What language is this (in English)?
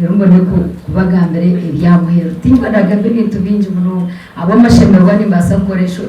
Nyankole